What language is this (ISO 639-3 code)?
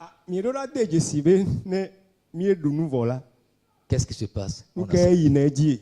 ewe